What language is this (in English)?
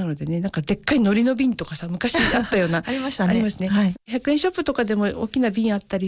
Japanese